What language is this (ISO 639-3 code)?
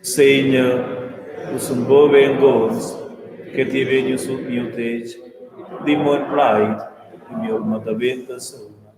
roh